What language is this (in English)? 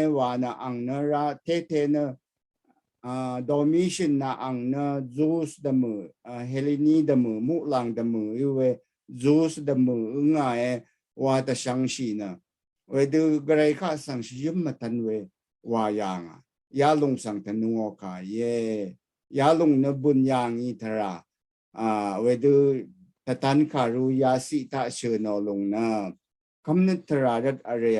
Rawang